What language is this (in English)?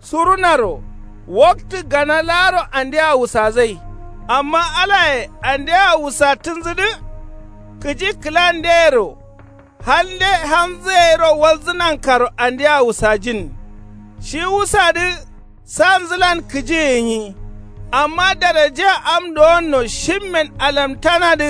Kanuri